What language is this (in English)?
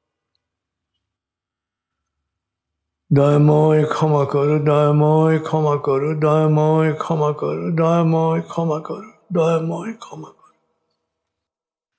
Bangla